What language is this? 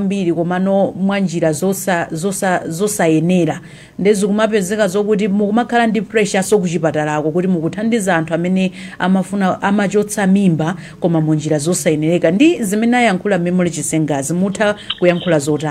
Nyanja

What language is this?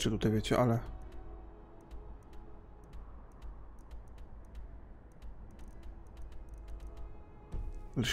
Polish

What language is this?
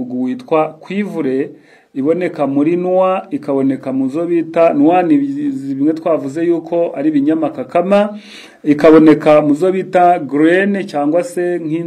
Kinyarwanda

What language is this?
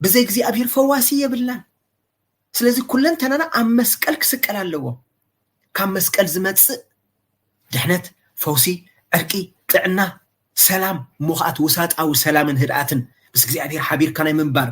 Tigrinya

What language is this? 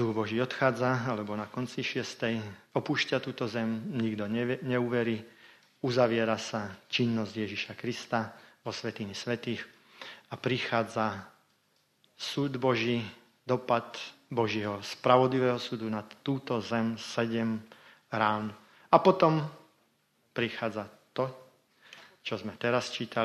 Slovak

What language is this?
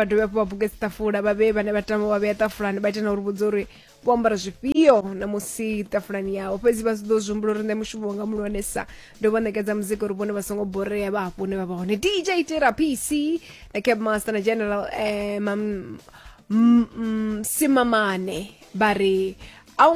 Venda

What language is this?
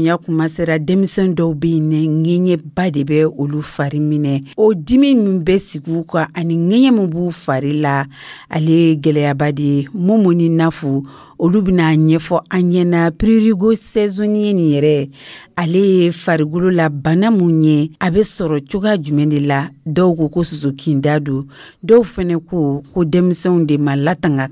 Dyula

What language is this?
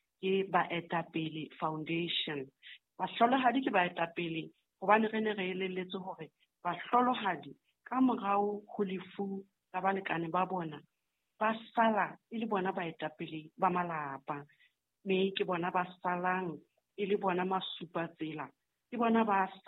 Southern Sotho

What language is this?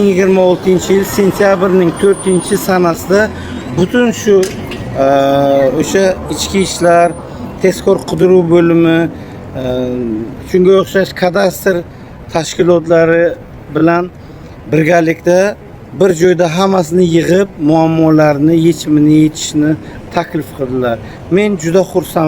Uzbek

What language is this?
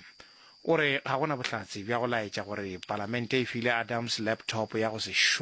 Northern Sotho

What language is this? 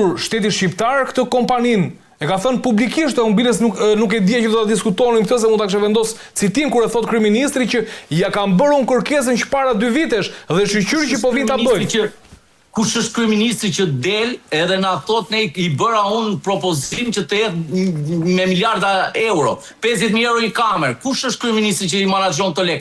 Albanian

